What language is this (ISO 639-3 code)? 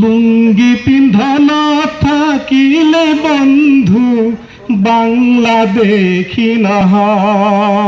asm